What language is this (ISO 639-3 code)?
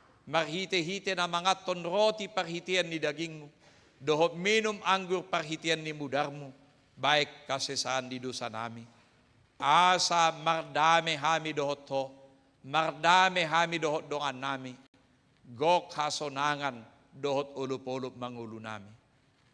bbc